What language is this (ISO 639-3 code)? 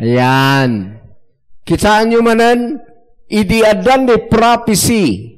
ilo